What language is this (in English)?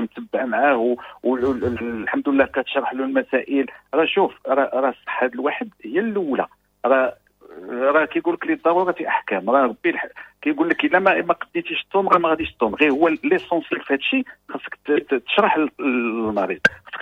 Moroccan Arabic